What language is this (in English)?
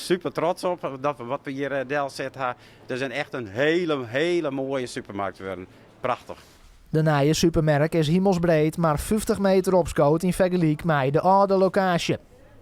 Western Frisian